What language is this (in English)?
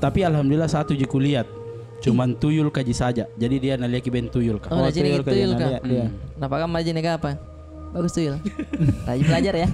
Makassar Malay